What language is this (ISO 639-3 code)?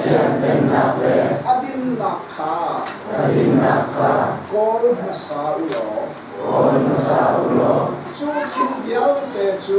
cnh